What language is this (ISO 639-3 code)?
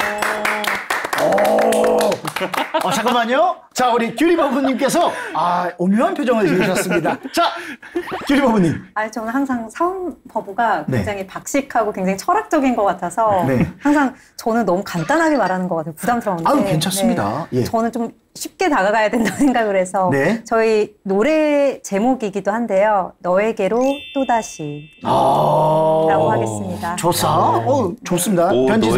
kor